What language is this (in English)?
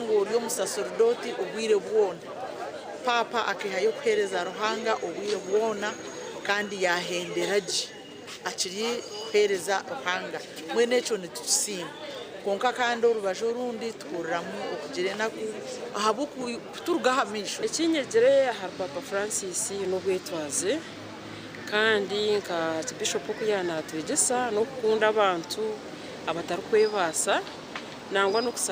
Nyankole